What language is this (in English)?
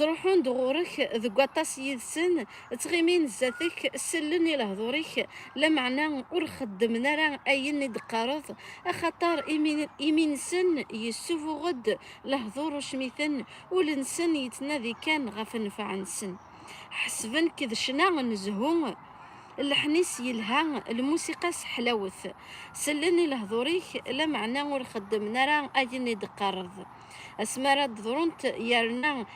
Kabyle